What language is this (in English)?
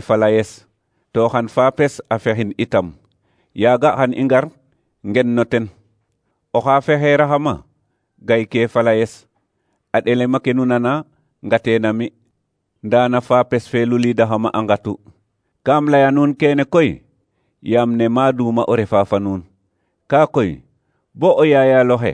Serer